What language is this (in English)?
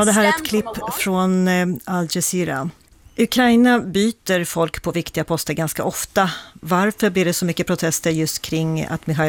Swedish